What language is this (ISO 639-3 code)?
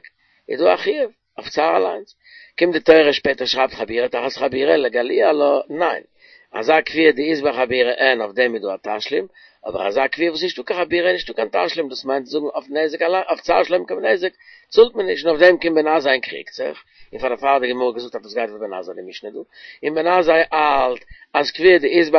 yid